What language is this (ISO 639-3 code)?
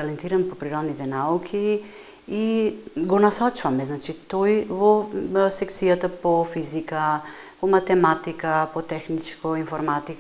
mkd